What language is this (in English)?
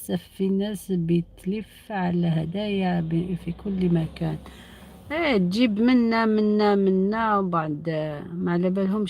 Algerian Arabic